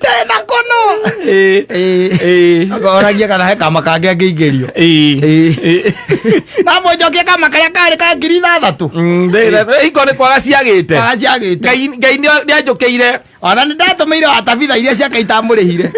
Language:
Kikuyu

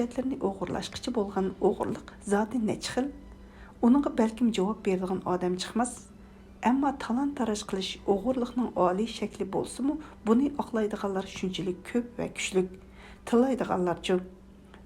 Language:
Uyghur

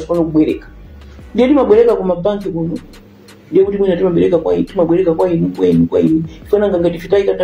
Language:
Nyanja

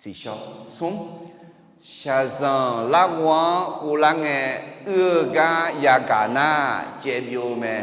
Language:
Akha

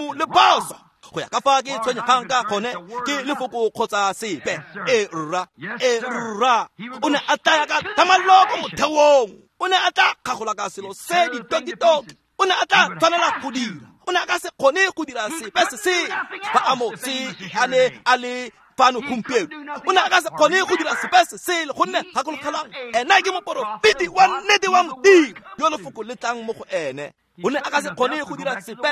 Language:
Tswana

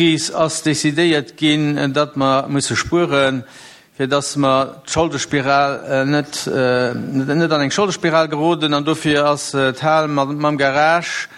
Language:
Luxembourgish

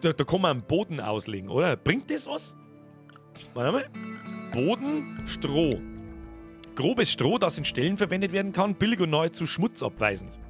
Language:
Bavarian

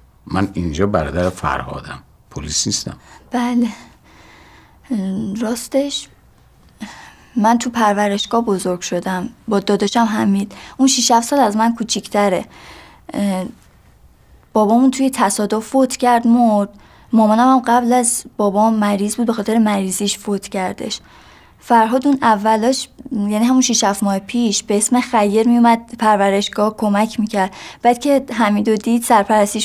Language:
Persian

